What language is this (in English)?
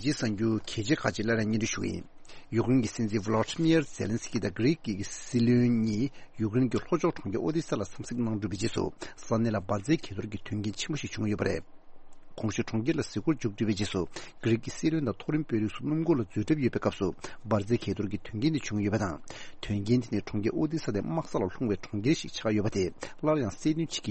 Tibetan